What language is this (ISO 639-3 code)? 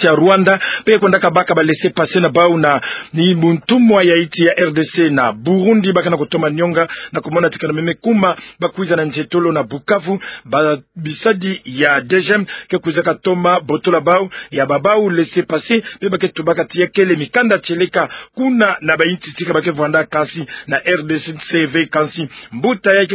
ktu